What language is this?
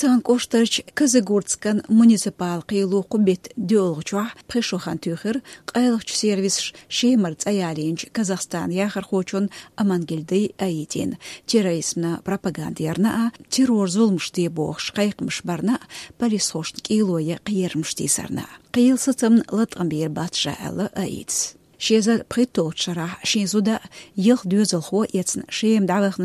Chechen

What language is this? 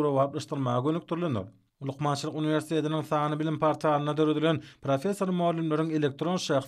Turkmen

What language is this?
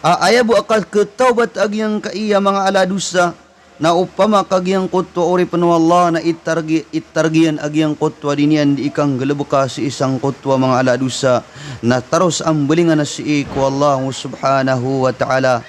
Maranao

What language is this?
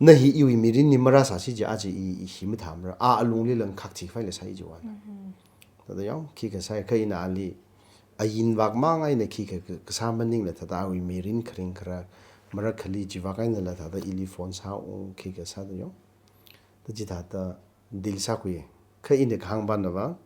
Tangkhul Naga (India)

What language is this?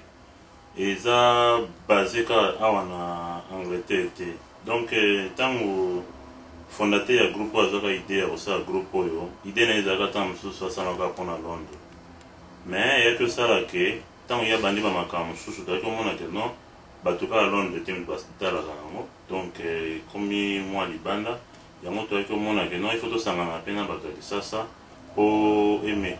Lingala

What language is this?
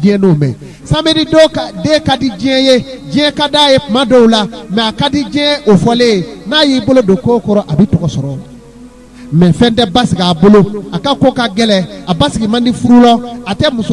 Bambara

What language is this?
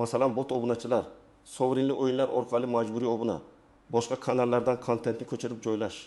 Uzbek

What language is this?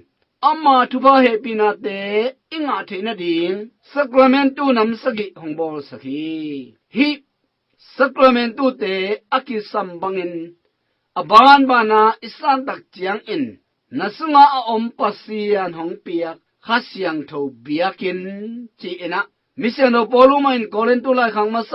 Tedim Chin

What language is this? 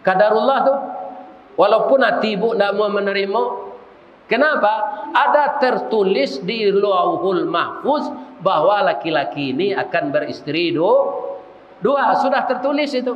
Minangkabau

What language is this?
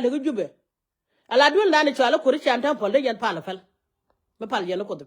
Nuer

